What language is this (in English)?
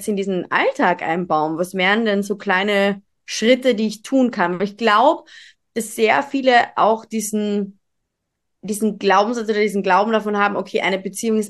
German